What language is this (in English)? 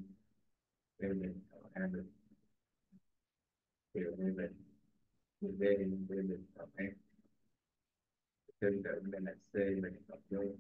Vietnamese